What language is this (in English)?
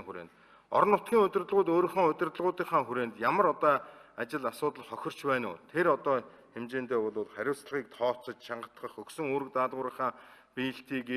Mongolian